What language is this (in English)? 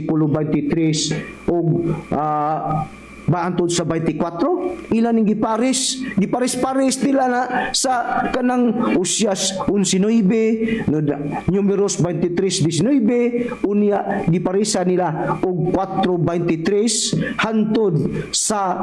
Cebuano